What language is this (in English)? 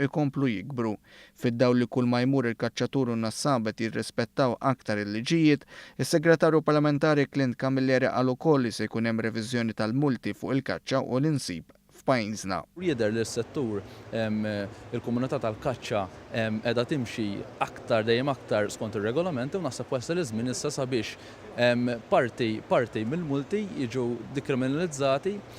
Maltese